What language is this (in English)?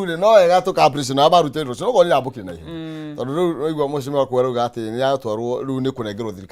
Kikuyu